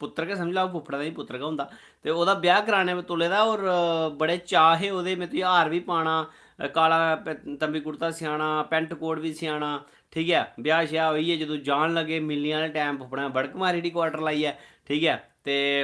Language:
Dogri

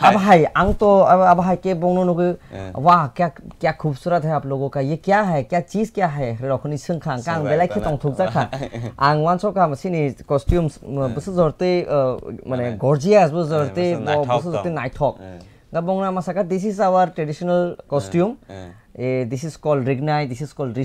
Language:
Kok Borok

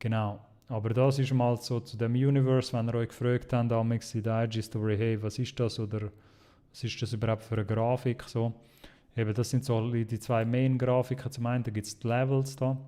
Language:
Swiss German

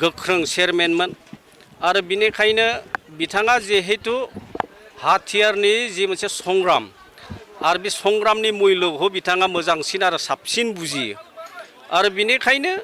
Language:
Bodo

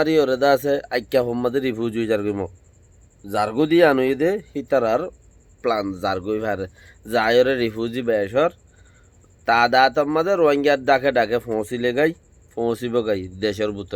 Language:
Rohingya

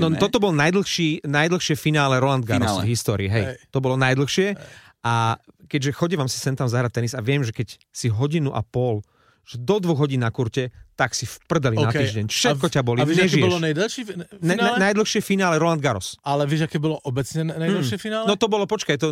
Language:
Slovak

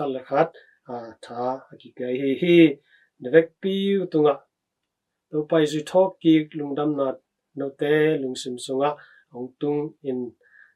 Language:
Tedim Chin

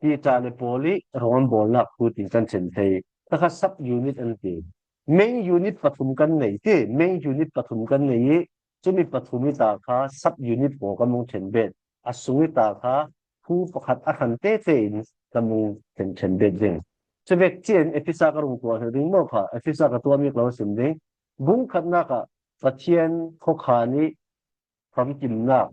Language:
Falam Chin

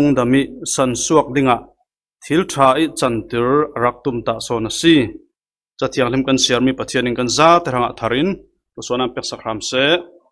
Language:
Falam Chin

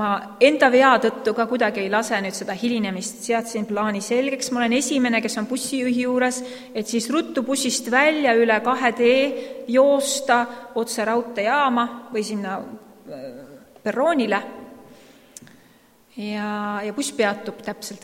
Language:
Estonian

